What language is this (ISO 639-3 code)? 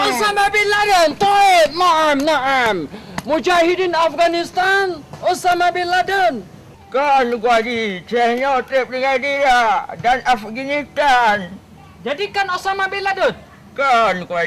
ace